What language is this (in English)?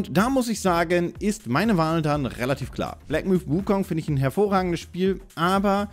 German